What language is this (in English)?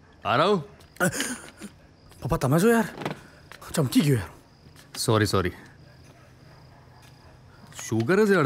Gujarati